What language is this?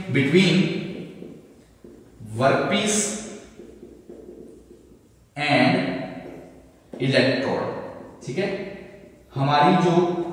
Hindi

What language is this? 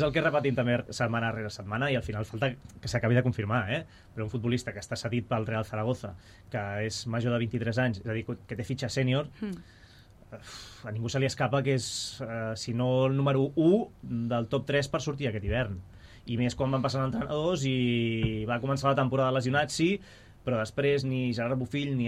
Catalan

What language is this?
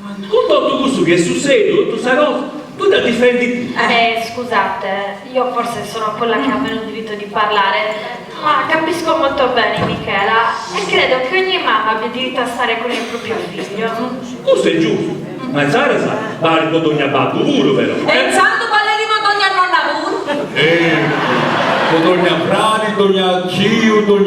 Sardinian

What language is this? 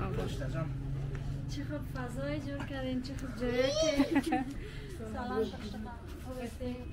Persian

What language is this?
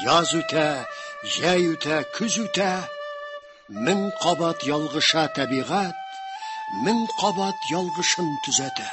Tatar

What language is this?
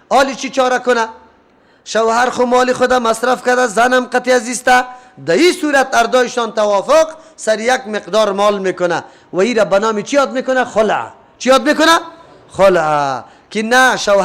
Persian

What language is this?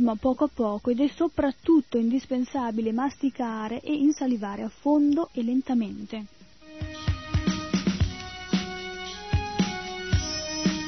Italian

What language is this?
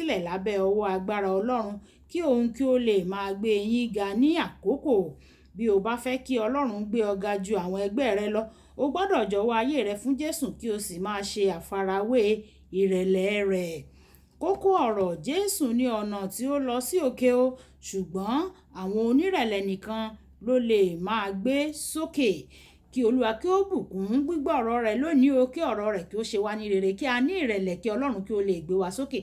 Yoruba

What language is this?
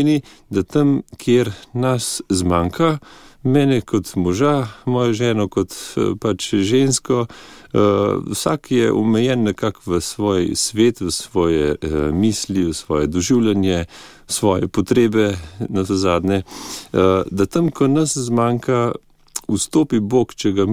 Slovenian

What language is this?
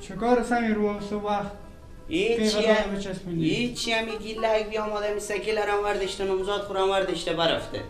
Persian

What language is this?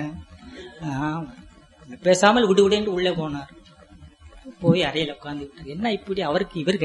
Tamil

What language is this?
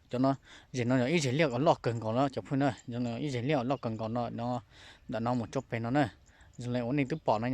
Hmong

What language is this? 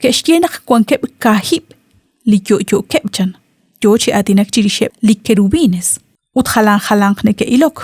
Kekchí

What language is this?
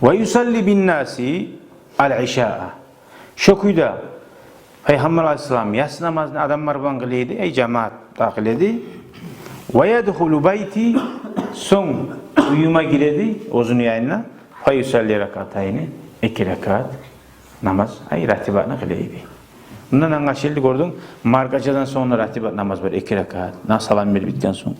Kumyk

